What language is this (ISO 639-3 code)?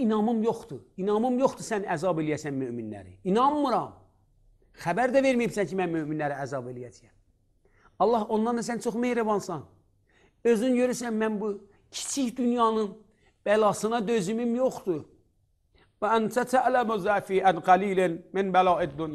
aze